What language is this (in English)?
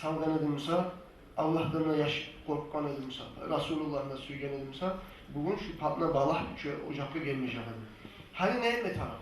Kumyk